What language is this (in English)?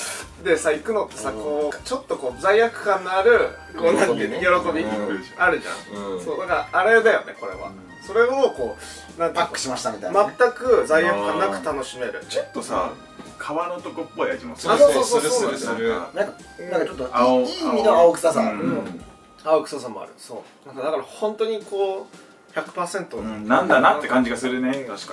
Japanese